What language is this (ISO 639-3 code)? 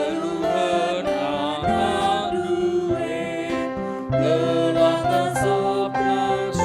btx